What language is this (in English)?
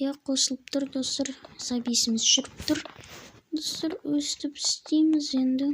Kazakh